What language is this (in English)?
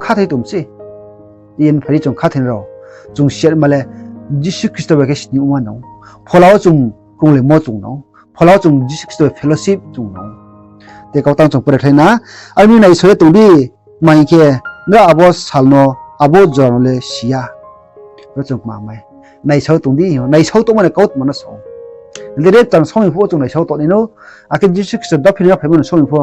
Riang (India)